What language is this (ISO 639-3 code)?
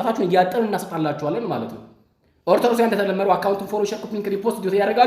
amh